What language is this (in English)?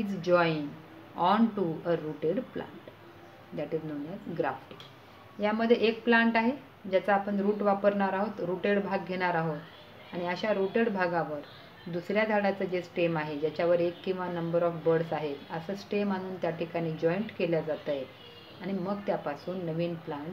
Marathi